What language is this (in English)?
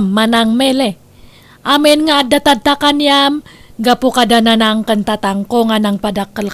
Iloko